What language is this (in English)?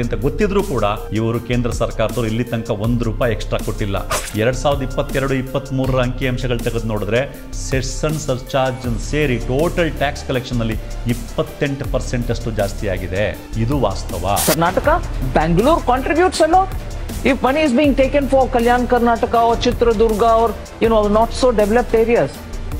Kannada